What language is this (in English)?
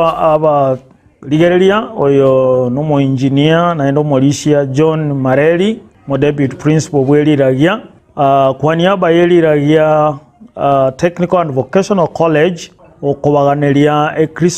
Gusii